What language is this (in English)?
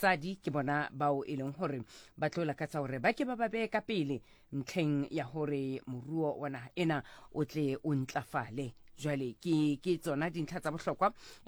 Southern Sotho